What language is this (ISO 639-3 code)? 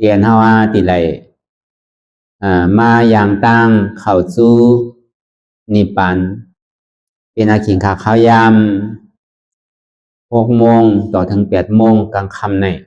shn